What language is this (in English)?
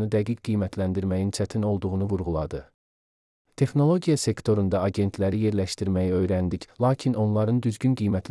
Azerbaijani